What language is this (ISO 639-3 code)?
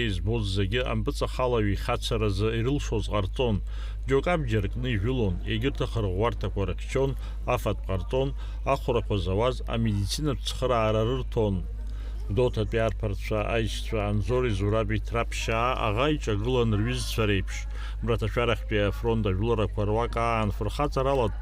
abk